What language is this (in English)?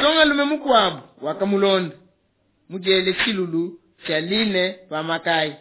Luba-Lulua